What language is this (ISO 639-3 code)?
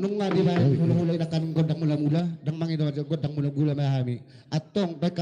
bbc